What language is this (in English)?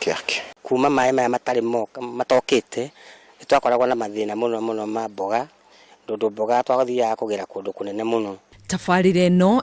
Kikuyu